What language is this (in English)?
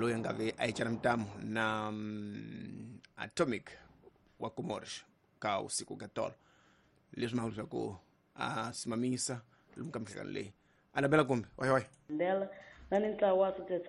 Tsonga